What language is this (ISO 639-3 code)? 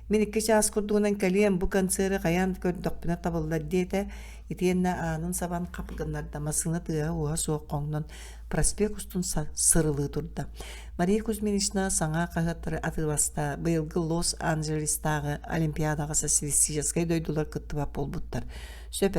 sah